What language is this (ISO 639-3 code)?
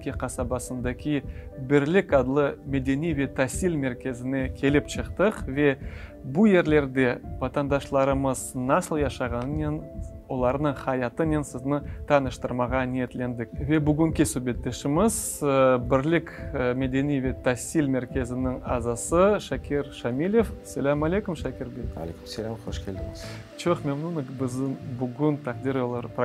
crh